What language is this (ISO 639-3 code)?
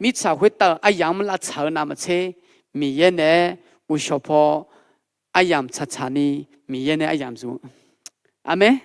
ahk